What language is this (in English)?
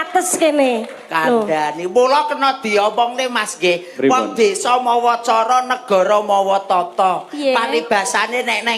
Javanese